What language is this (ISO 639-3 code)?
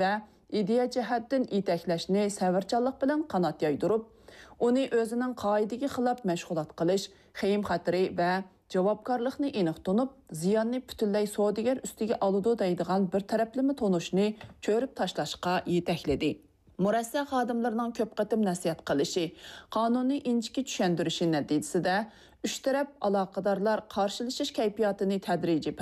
uig